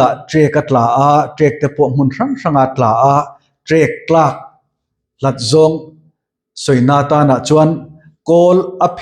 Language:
Mizo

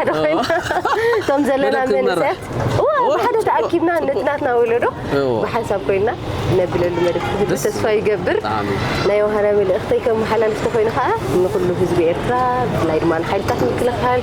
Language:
Tigrinya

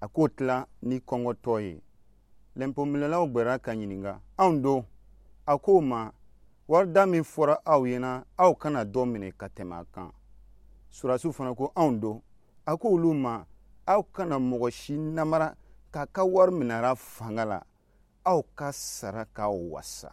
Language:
Dyula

